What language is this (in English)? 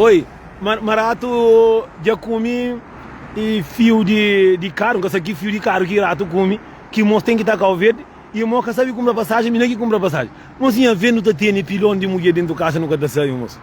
Kabuverdianu